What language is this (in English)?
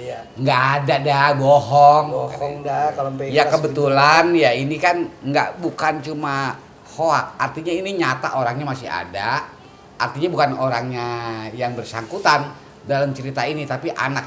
Betawi